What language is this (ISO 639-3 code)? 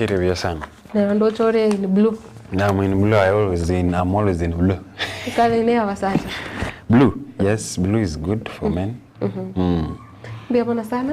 guz